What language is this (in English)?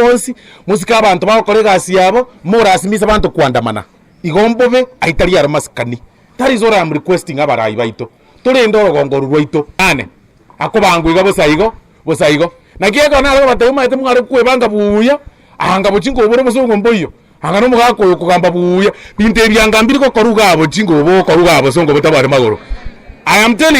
Gusii